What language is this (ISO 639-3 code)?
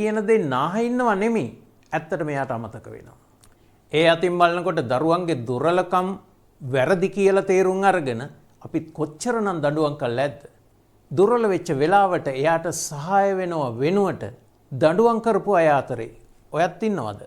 sin